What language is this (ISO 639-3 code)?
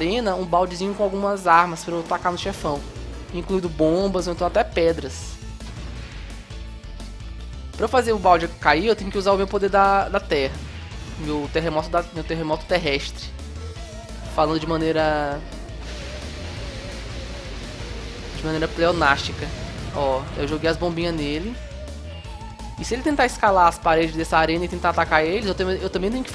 por